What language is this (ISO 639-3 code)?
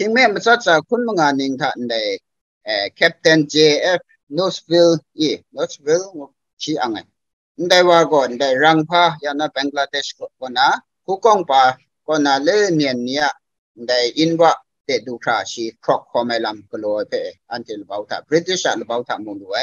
kac